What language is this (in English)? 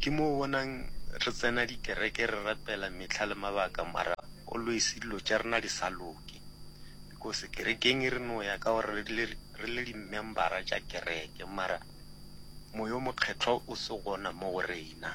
Northern Sotho